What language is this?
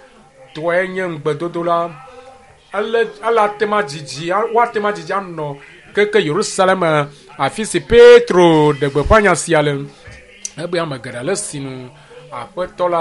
Ewe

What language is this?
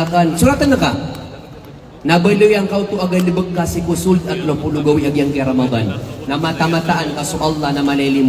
Maranao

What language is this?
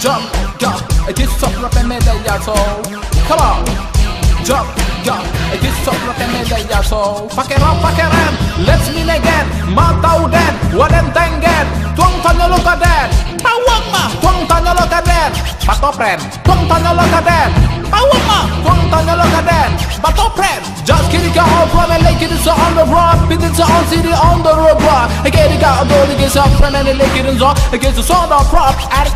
Minangkabau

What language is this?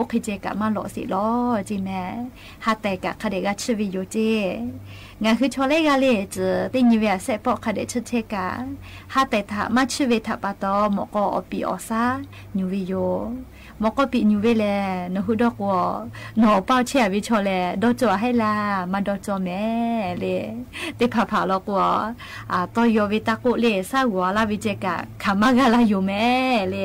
Lahu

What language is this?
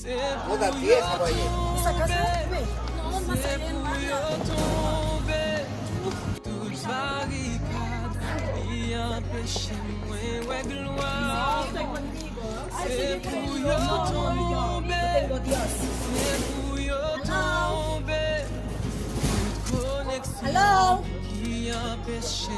Haitian Creole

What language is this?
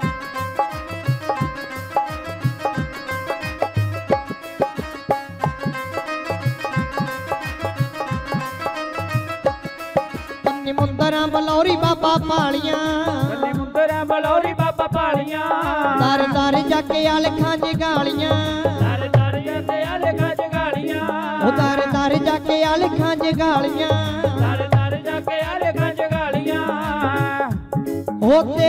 Punjabi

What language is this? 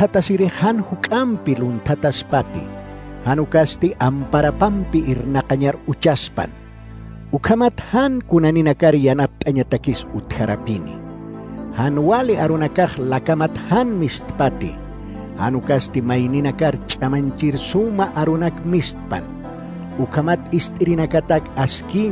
Aymara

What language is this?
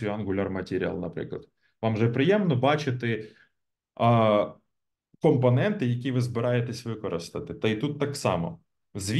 Ukrainian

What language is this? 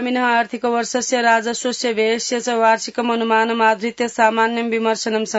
Sanskrit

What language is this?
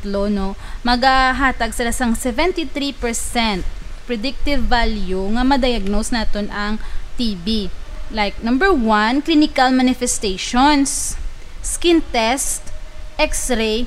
Hiligaynon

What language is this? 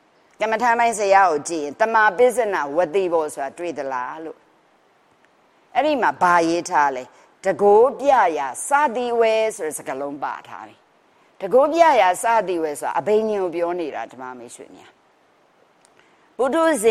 Burmese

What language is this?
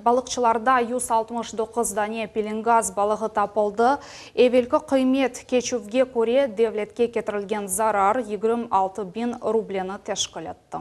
Crimean Tatar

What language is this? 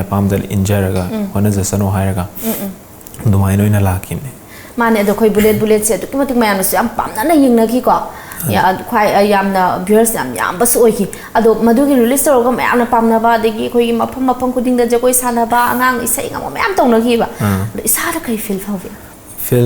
Manipuri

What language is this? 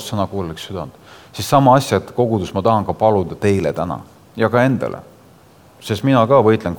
Estonian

